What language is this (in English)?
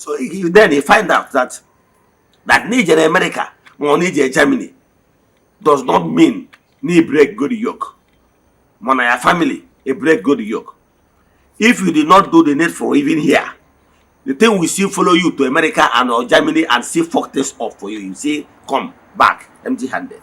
Igbo